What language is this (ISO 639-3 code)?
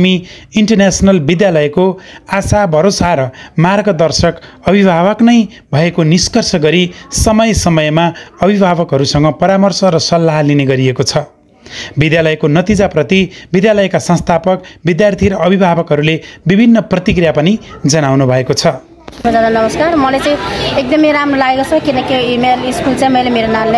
nep